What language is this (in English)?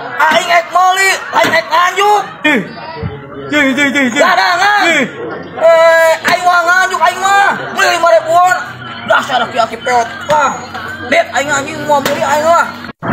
Sundanese